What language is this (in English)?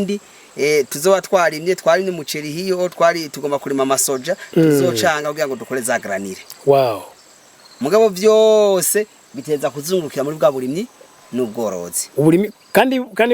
Rundi